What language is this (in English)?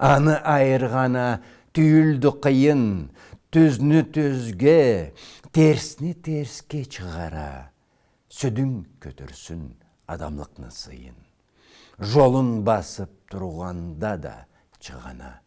Karachay-Balkar